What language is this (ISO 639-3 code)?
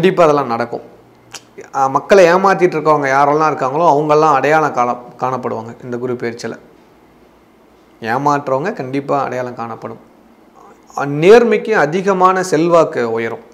tam